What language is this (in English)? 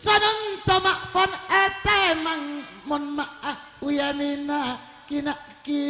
Madurese